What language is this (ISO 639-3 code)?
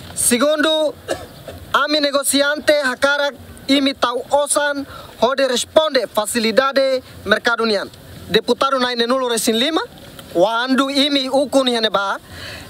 tet